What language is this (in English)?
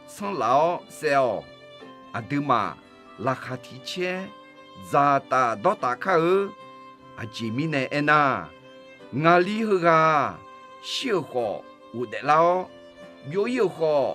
Akha